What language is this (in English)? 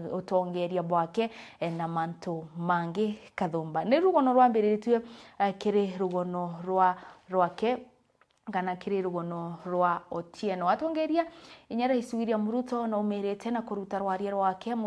Meru